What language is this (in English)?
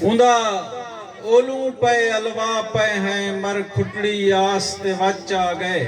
Saraiki